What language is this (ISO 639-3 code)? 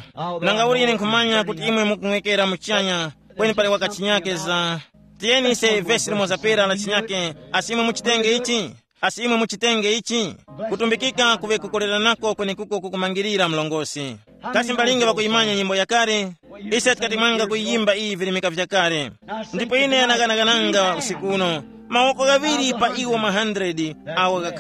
tum